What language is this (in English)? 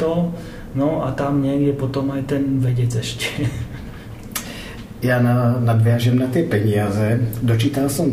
Slovak